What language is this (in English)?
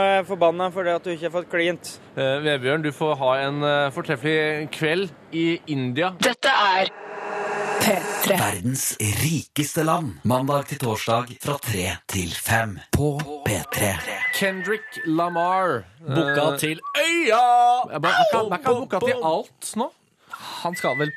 Norwegian